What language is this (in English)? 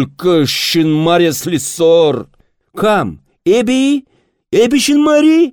Chuvash